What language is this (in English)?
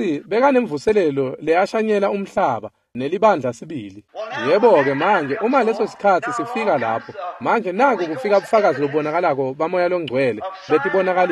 Swati